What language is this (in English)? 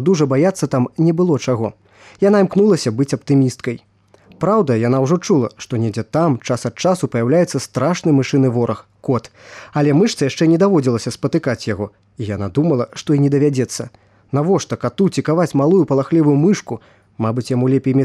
Belarusian